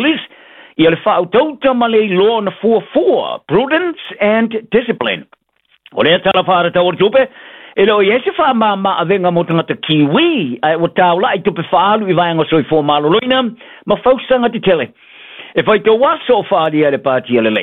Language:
Samoan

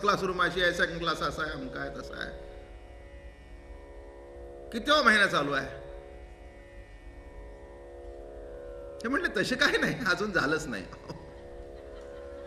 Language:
Marathi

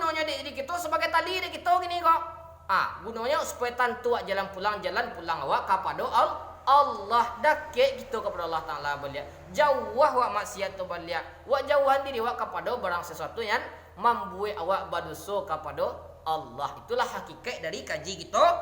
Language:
Minangkabau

